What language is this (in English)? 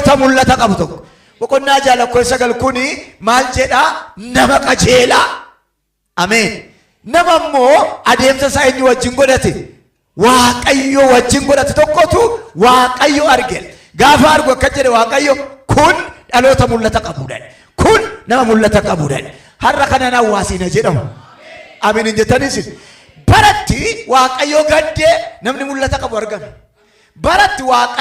Oromo